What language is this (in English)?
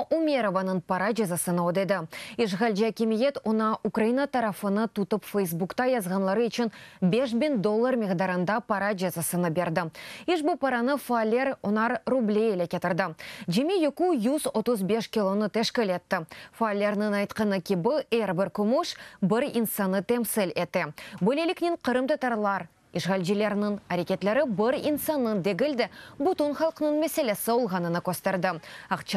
Crimean Tatar